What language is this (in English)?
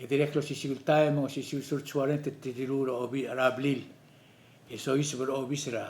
Palauan